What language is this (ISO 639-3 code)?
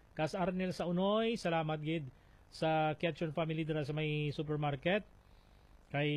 hil